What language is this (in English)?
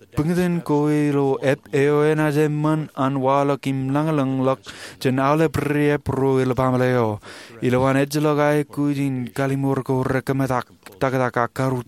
Marshallese